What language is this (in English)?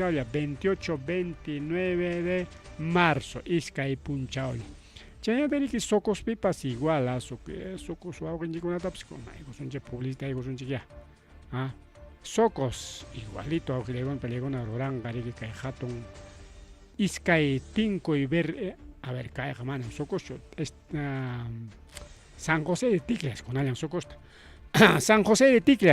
Ayacucho Quechua